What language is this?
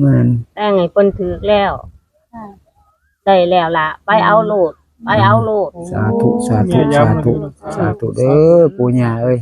Northeastern Thai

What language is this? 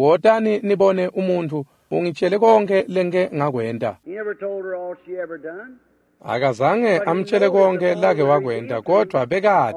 Swati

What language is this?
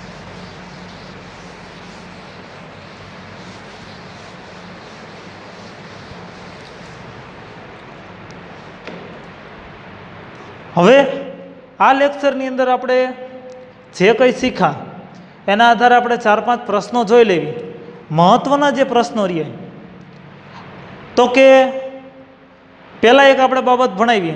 Gujarati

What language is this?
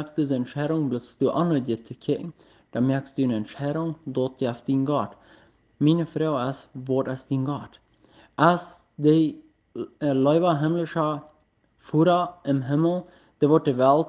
Plautdietsch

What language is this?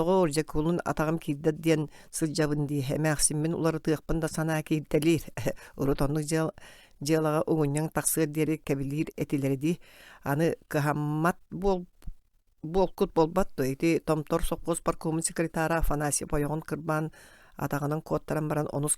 Yakut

